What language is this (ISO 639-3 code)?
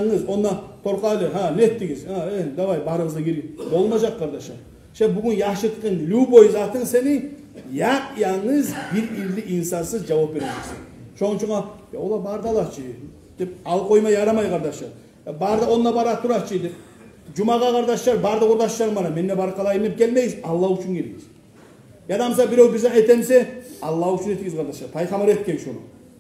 kum